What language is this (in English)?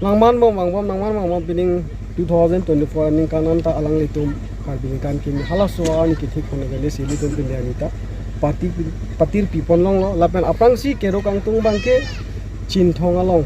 Karbi